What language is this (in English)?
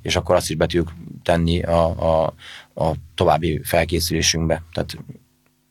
Hungarian